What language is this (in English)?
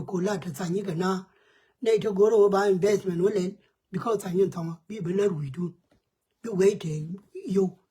Nuer